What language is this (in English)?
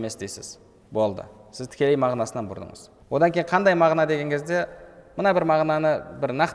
Kazakh